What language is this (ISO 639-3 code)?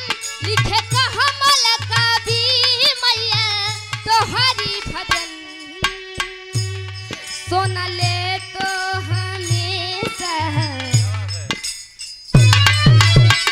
bho